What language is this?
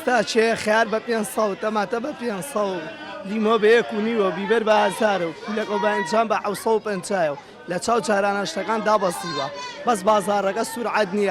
Central Kurdish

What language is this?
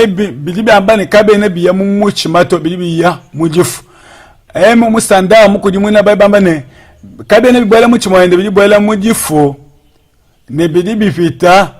Luba-Lulua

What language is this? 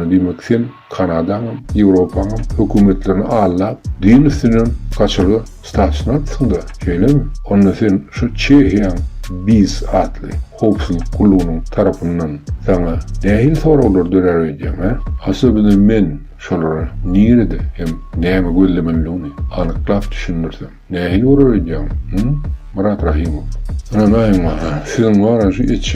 Turkmen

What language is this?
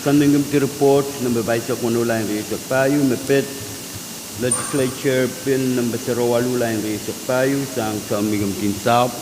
Pohnpeian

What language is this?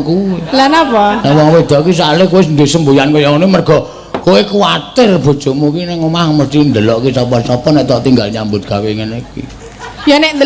Javanese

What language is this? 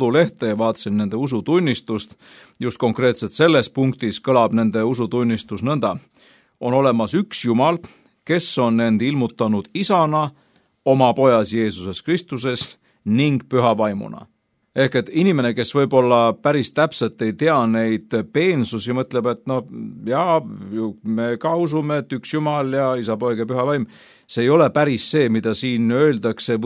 Estonian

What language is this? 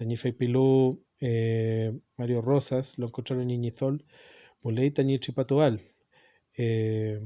Mapuche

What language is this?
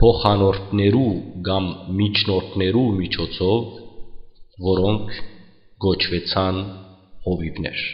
Western Armenian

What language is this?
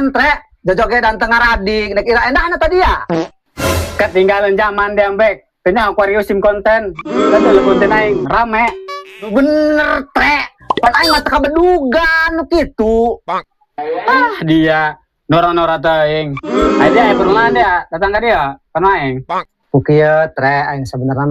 Sundanese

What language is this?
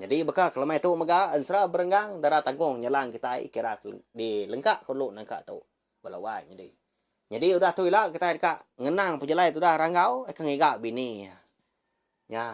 Iban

